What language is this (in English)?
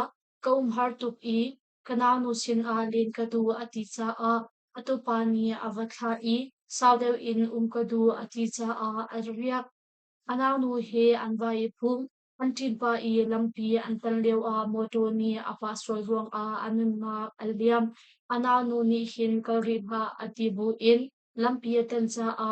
Hakha Chin